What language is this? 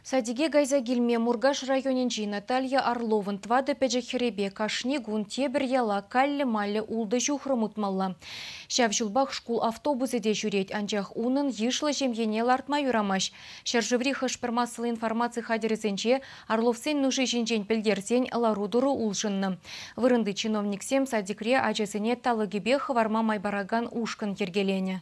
Chuvash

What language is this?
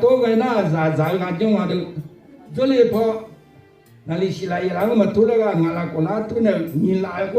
Akha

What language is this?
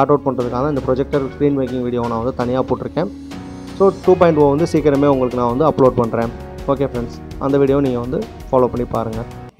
Tamil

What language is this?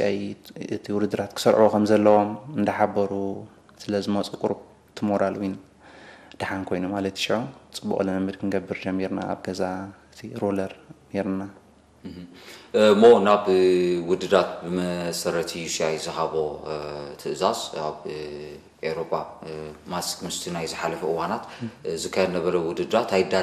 Tigrinya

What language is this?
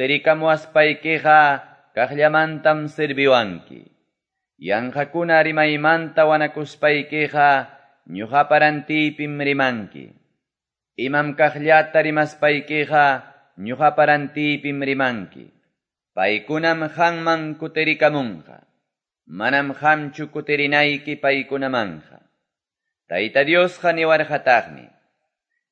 Quechua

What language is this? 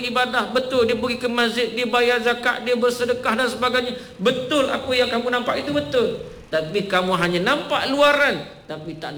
Malay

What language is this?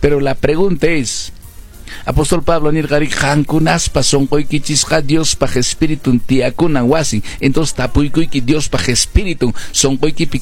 Quechua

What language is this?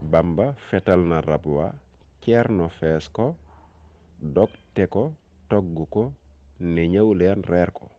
Wolof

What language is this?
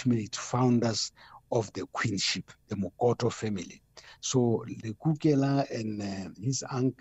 English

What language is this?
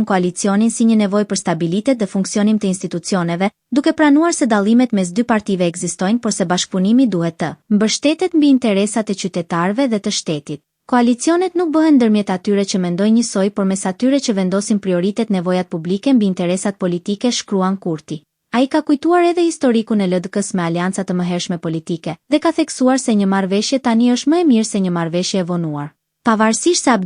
Albanian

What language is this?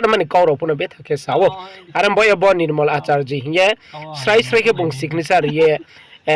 Riang (India)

